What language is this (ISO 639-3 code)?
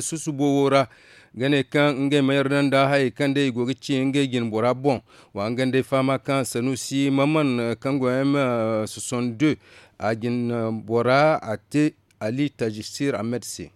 dje